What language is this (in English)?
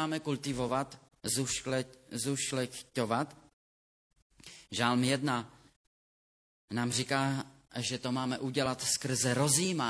Czech